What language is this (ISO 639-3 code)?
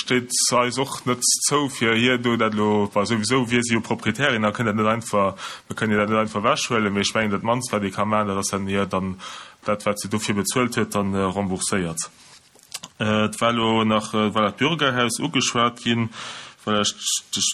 ltz